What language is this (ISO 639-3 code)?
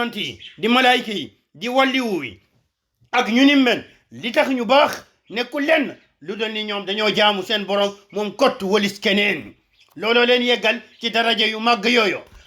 wol